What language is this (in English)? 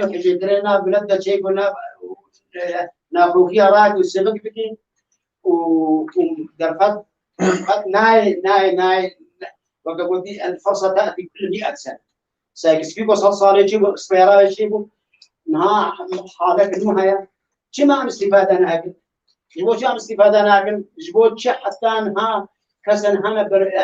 Kurdish